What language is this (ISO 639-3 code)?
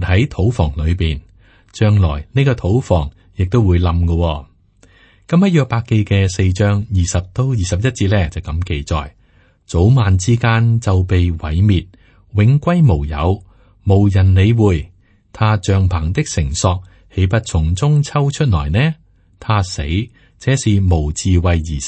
yue